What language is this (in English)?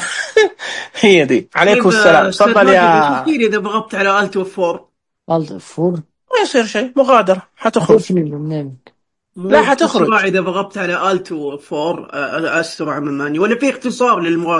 Najdi Arabic